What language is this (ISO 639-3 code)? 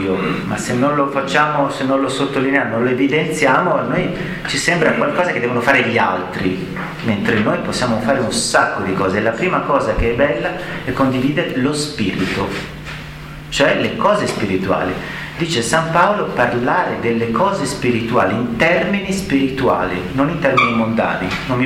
ita